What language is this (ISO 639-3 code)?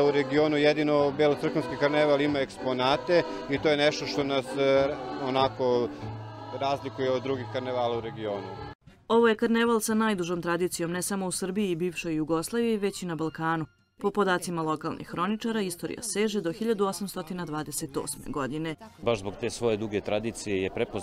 srp